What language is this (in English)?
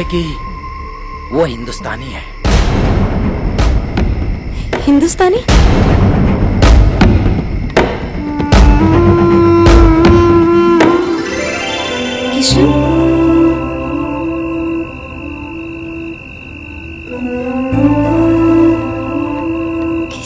Bhojpuri